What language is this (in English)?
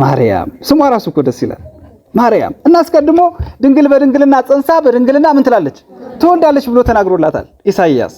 Amharic